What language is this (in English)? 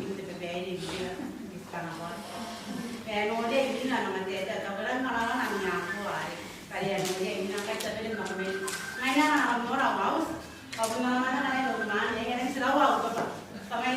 Gilbertese